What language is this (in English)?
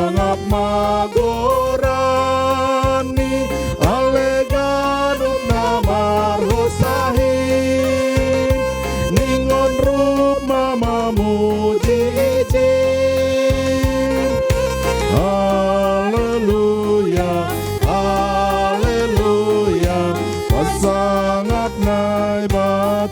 Batak Simalungun